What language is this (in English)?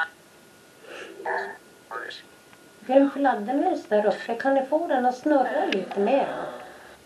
Swedish